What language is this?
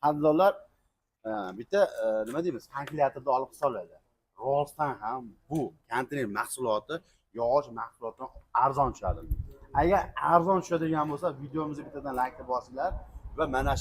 Uzbek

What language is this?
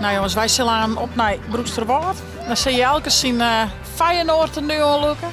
Western Frisian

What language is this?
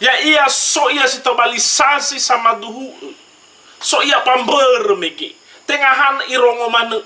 Nias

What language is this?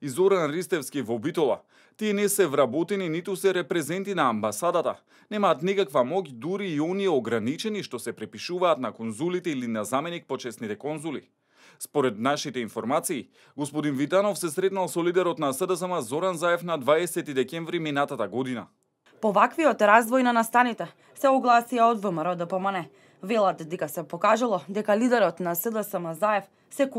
Macedonian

